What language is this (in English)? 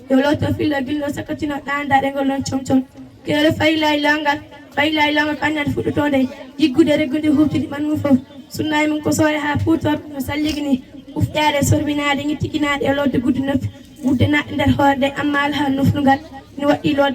Fula